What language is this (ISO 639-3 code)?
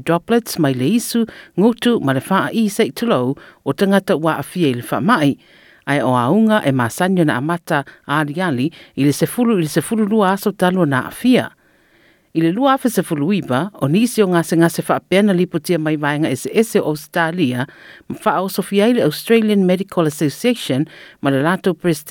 smo